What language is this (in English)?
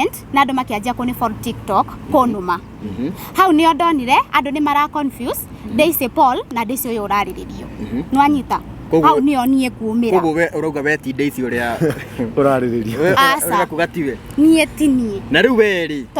Kikuyu